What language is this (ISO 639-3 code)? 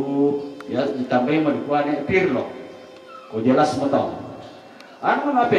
sda